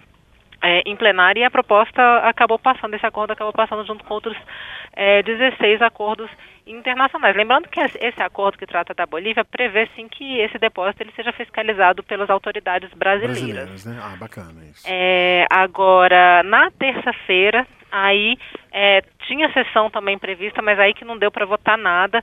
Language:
Portuguese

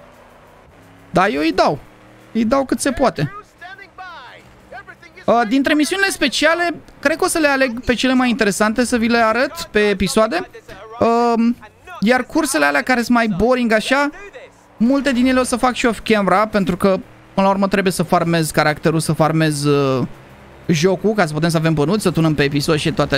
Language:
Romanian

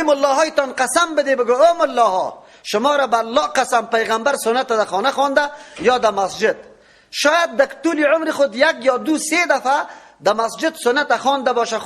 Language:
Persian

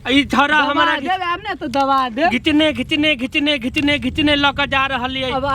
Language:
Maithili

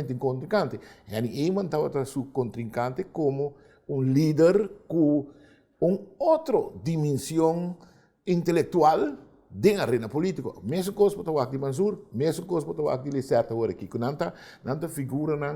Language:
Papiamento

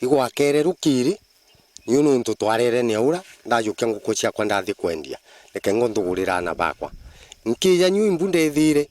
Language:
Meru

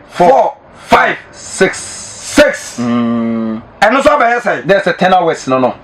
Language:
Akan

